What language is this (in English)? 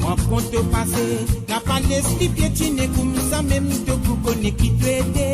Morisyen